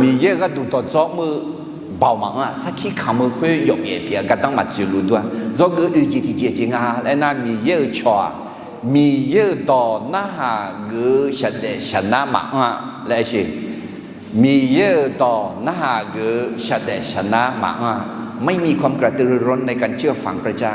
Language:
Akha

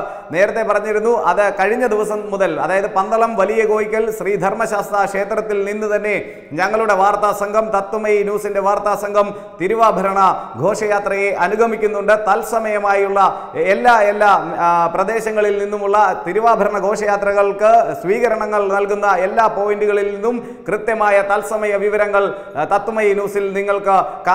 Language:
Malayalam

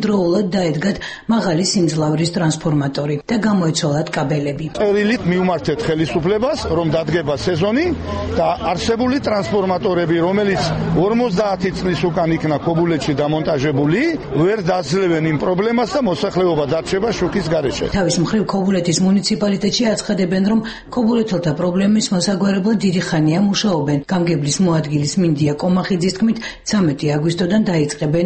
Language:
Georgian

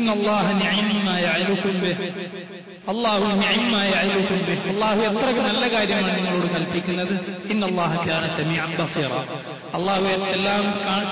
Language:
Malayalam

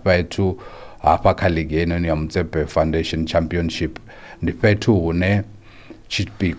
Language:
Venda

